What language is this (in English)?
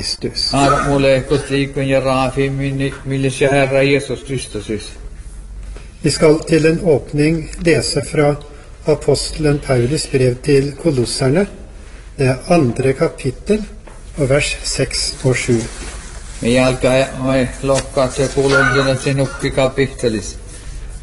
Norwegian